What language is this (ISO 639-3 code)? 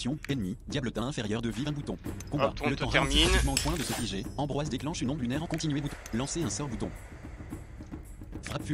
fra